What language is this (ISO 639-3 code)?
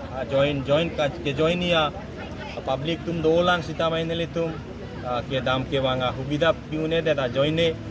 mjw